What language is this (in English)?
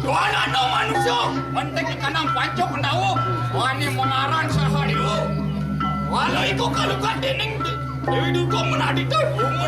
Balinese